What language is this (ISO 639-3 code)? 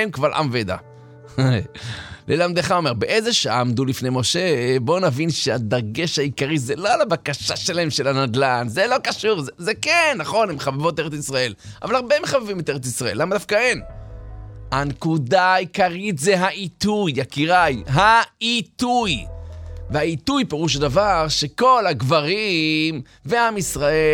heb